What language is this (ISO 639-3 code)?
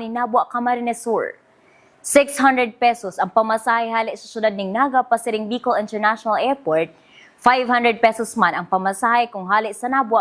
bik